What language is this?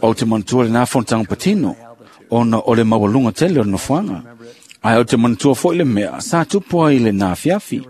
Samoan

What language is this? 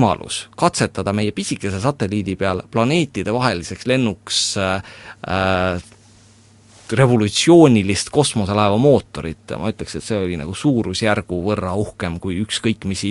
Estonian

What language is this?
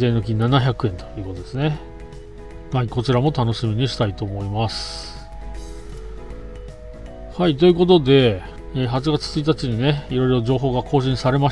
Japanese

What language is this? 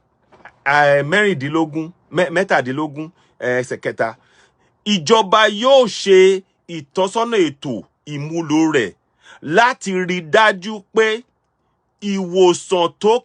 Yoruba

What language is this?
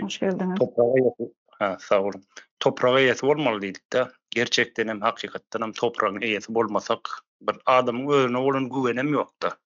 Turkmen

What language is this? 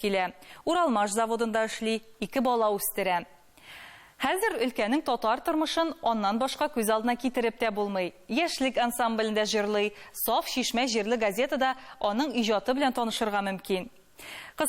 Tatar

